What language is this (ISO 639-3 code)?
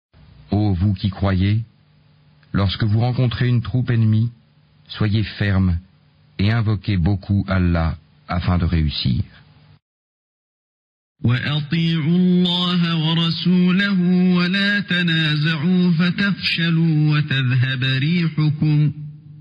fra